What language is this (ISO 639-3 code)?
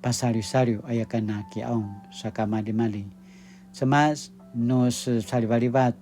pwn